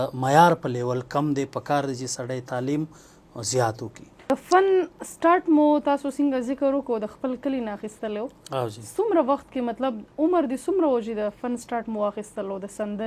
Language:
Pashto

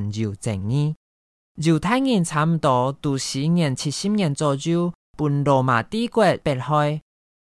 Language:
Hakka Chinese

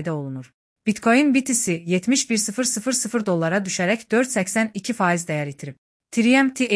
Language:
Azerbaijani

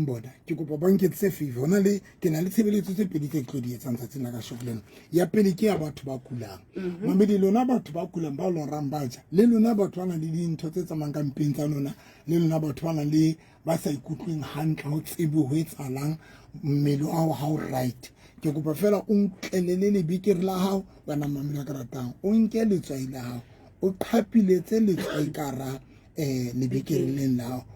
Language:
Southern Sotho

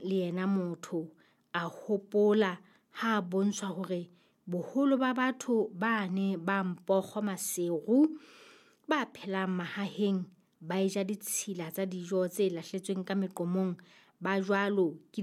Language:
Southern Sotho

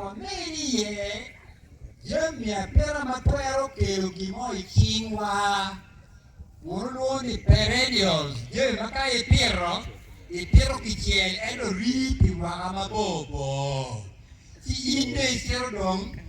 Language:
Acoli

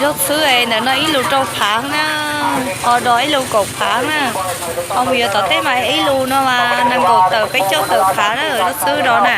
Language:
Hmong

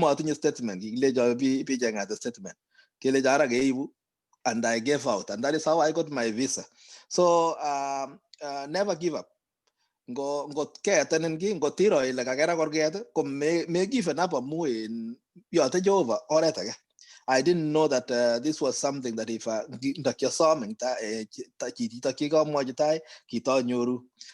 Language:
Kalenjin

